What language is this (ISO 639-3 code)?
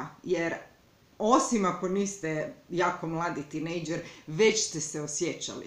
hrv